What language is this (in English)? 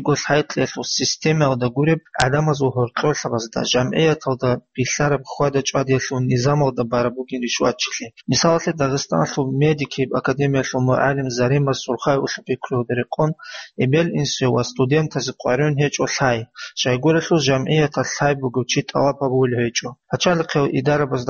Avaric